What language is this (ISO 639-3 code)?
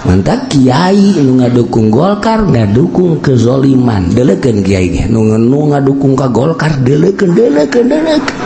sun